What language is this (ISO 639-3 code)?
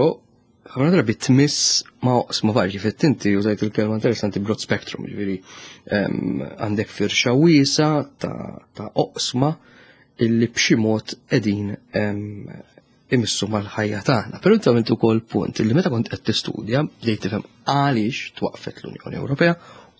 mlt